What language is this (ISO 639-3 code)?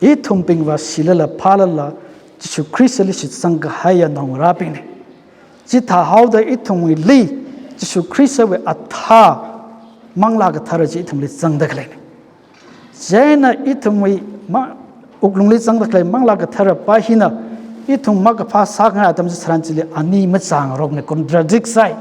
nmf